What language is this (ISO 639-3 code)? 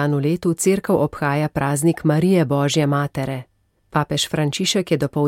slv